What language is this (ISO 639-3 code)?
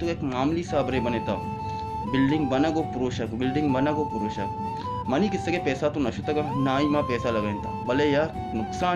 bal